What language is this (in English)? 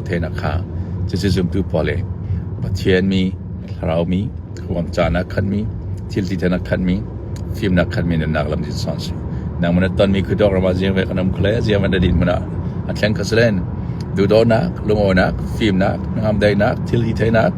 Falam Chin